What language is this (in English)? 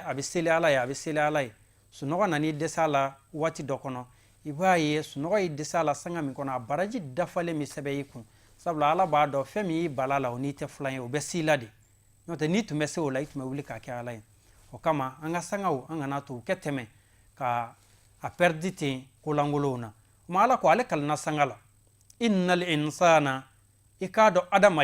Bambara